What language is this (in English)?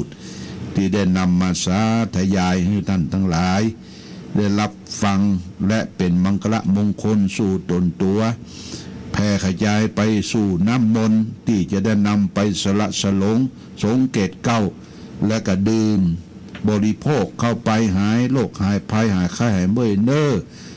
Pali